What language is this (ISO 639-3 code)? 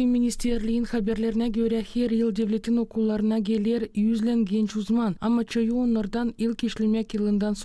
gag